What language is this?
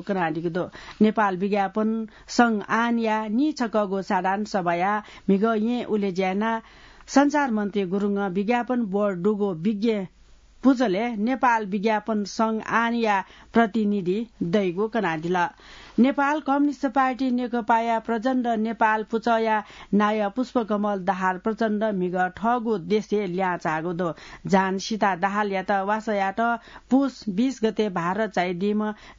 Newari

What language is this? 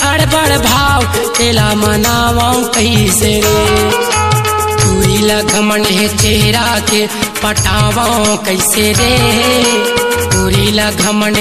Chhattisgarhi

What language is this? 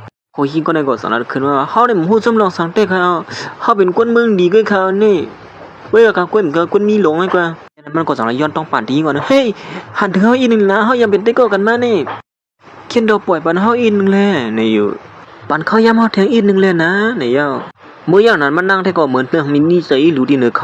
Shan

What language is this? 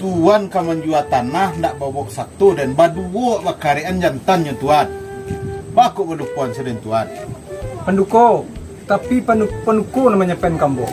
Minangkabau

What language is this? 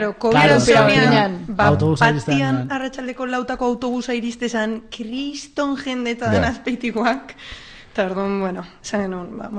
Basque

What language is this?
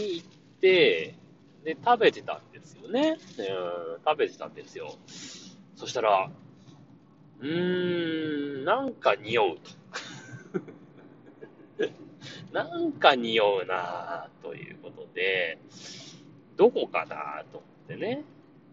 Japanese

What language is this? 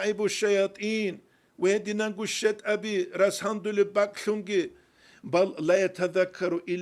Avaric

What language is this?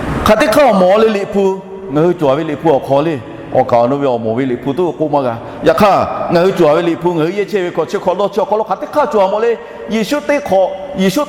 Lahu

